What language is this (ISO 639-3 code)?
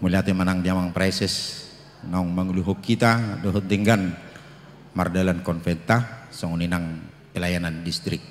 bbc